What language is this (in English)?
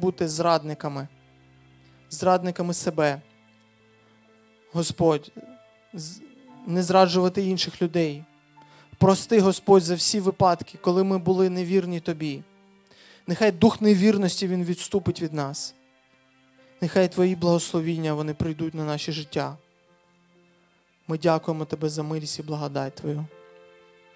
Ukrainian